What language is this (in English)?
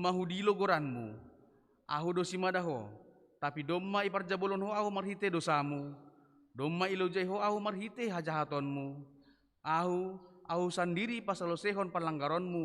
Batak Simalungun